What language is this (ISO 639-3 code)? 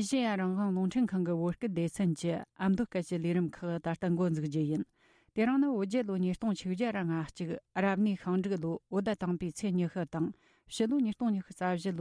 bod